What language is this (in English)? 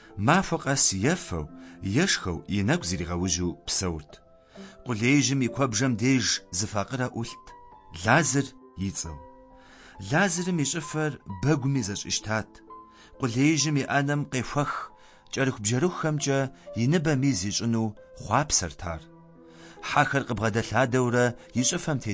Kabardian